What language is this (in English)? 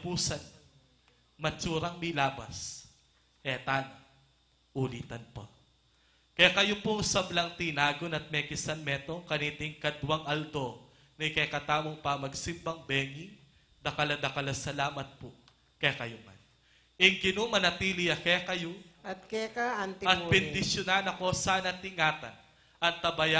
Pampanga